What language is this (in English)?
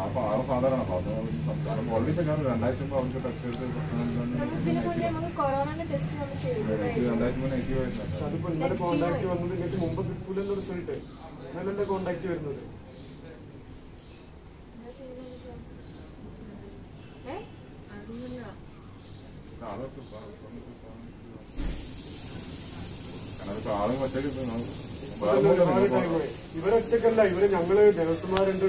Malayalam